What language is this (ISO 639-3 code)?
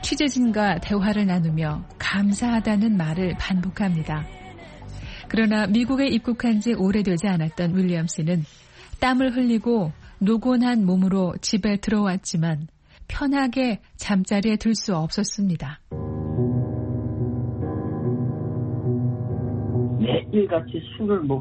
kor